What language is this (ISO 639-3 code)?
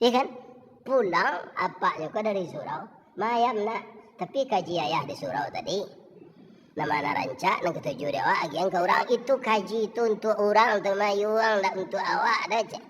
min